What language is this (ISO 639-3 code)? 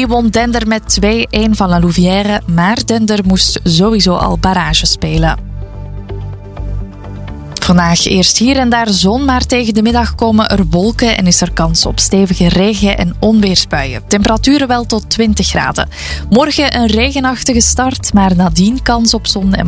nld